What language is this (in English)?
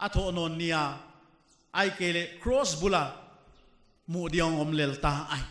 Paite Chin